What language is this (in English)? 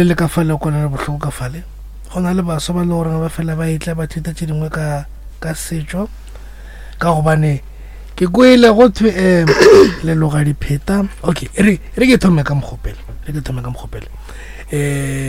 Northern Sotho